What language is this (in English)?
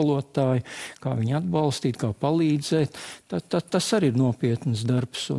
Latvian